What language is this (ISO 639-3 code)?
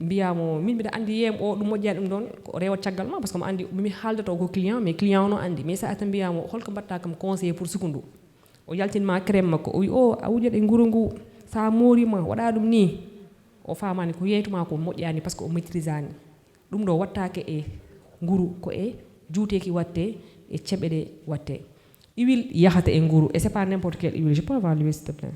ful